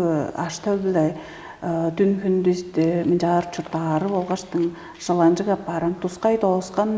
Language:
Tuvinian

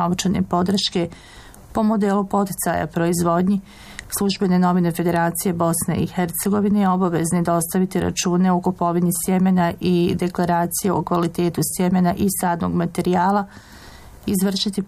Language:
Bosnian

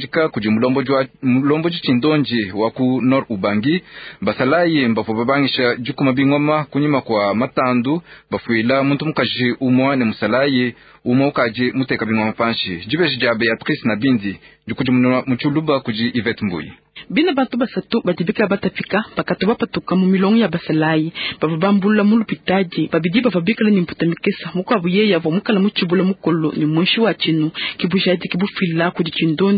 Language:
Luba-Lulua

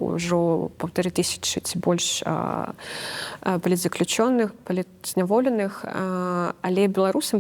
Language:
Belarusian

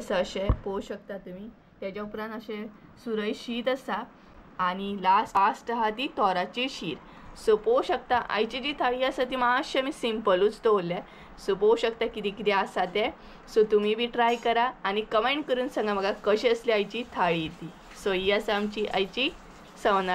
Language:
Konkani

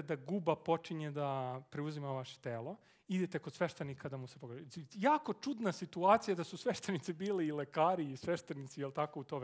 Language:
Serbian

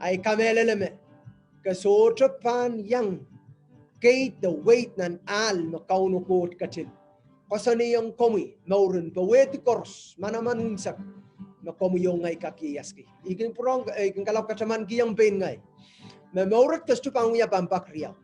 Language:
Pohnpeian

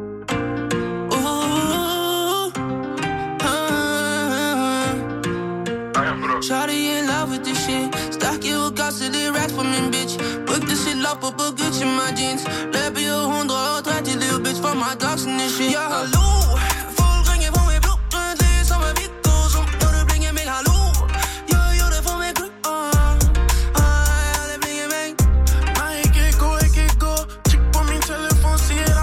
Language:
Norwegian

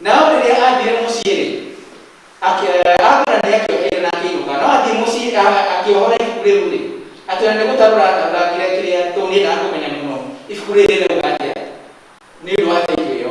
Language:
Kikuyu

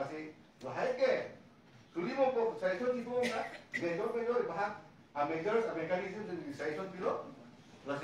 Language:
Karbi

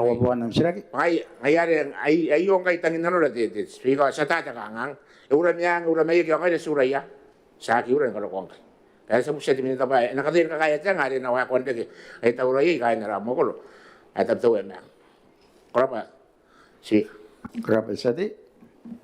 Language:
Gilbertese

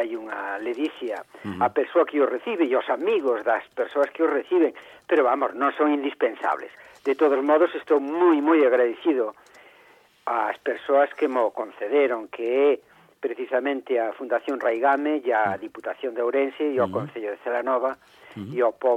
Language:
Galician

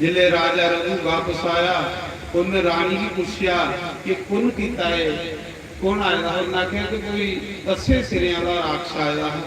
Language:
Dogri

